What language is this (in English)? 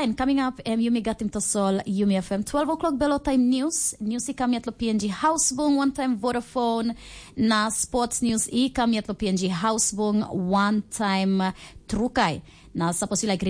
Tok Pisin